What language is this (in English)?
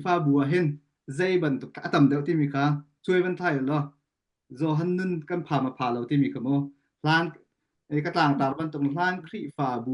Hakha Chin